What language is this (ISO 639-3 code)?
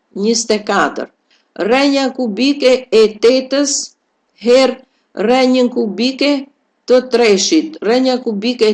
sqi